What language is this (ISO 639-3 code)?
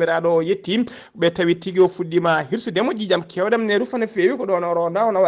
ful